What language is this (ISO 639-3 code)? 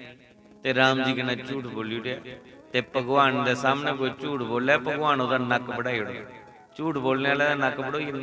doi